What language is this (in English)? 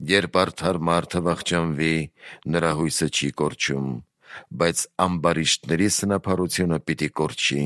Armenian